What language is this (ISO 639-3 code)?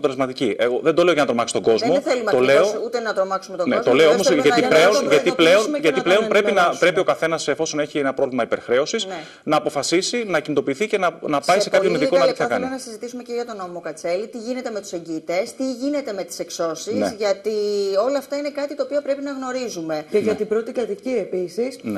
ell